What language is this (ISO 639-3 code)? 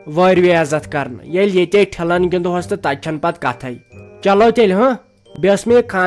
kas